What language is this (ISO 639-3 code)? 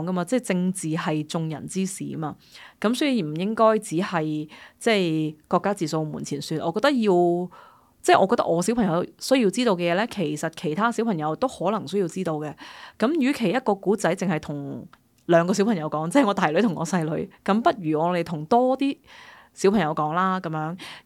yue